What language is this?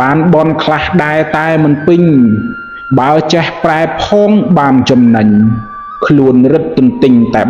Khmer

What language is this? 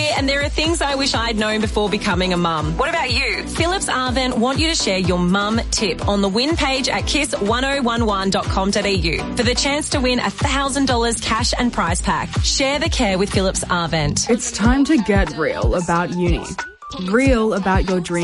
English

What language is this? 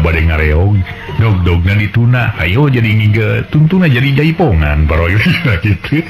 Sundanese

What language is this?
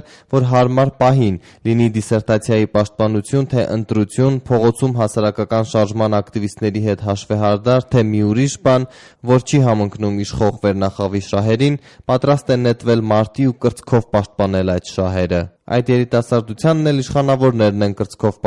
Armenian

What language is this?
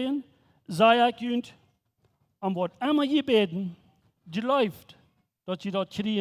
Plautdietsch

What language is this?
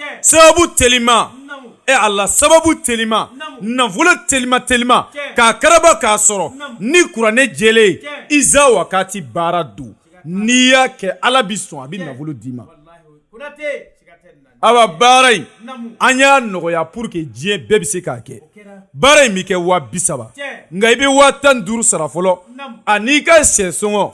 Bambara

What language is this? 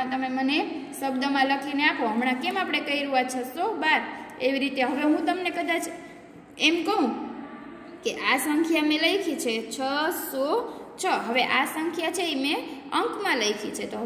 Gujarati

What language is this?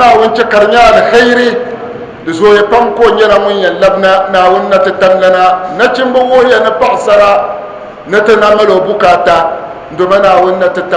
Dagbani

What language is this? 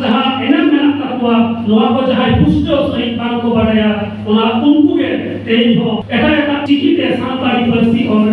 Santali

